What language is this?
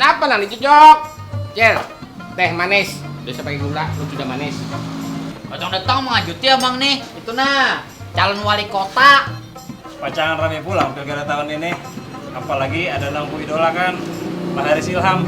Banjar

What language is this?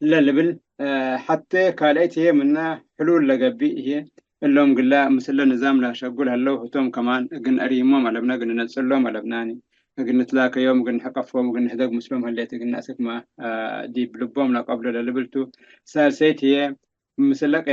Tigre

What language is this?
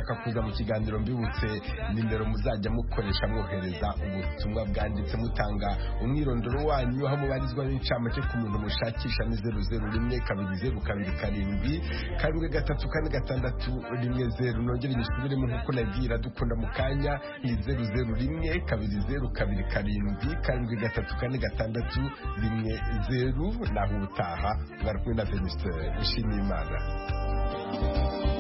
Kinyarwanda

